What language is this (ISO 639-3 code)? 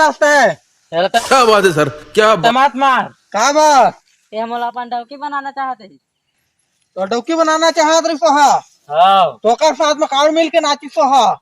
hne